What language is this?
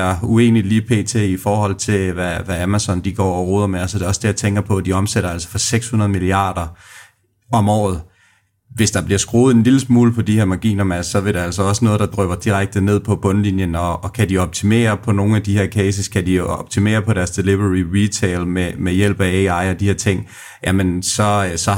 Danish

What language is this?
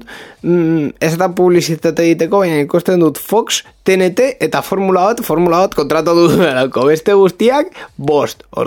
Basque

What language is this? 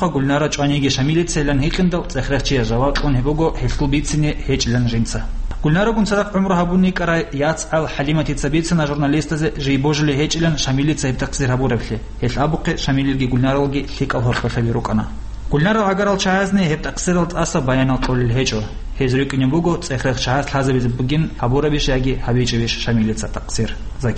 Avaric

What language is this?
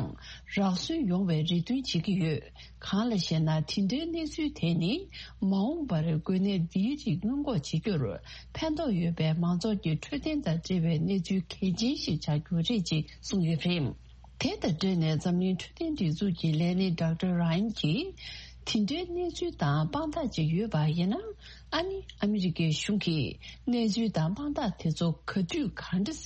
Tibetan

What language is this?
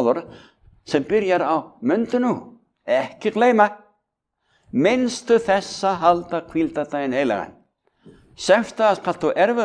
Icelandic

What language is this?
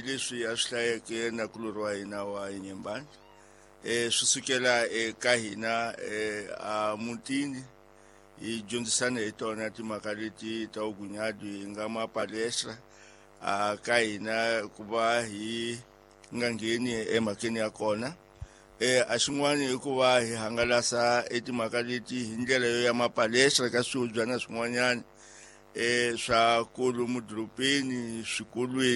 Tsonga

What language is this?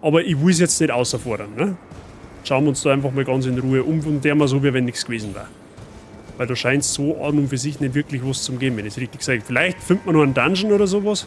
Bavarian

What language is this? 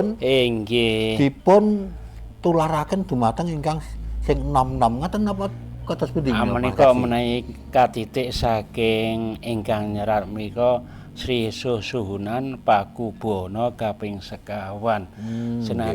Javanese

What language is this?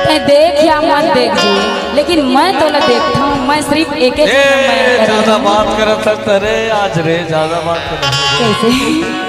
Chhattisgarhi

